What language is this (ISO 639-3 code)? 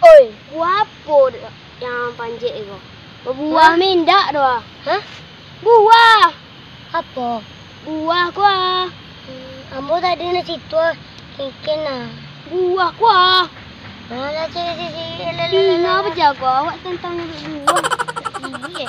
min